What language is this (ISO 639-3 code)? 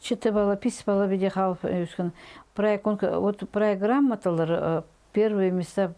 kjh